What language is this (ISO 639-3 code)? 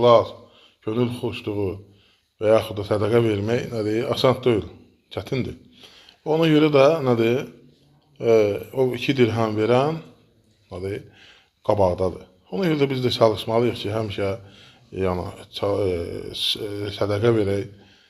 aze